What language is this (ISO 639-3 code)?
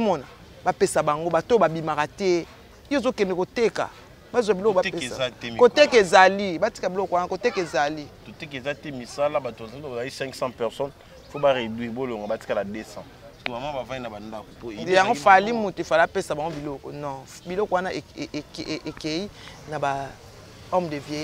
lin